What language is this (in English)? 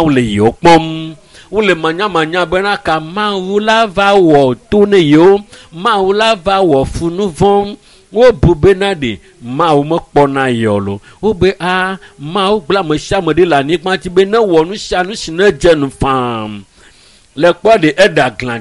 Ewe